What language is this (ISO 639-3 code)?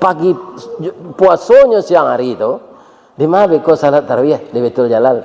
min